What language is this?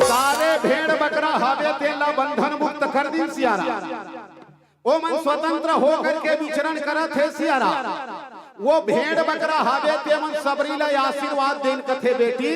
Chhattisgarhi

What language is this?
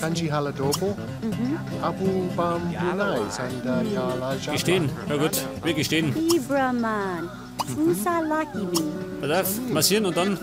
Bavarian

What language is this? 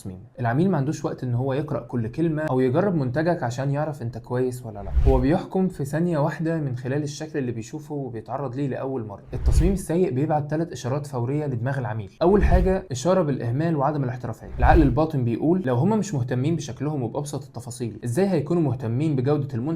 Egyptian Arabic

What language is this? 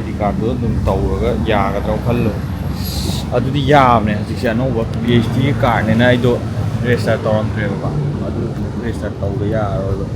Manipuri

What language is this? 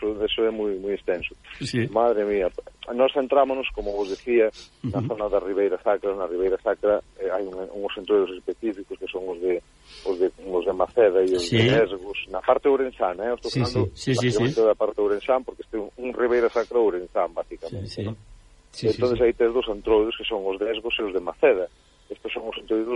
Galician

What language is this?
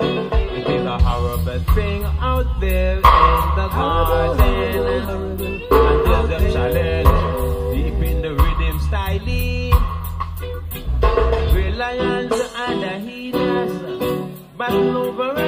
English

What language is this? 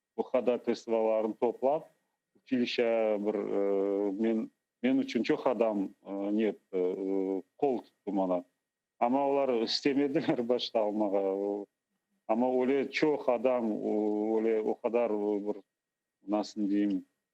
Crimean Tatar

